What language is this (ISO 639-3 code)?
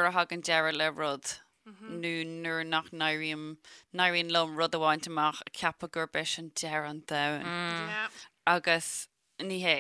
gle